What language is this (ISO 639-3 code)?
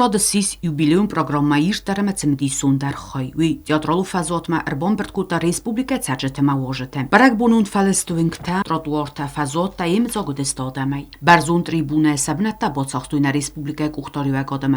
oss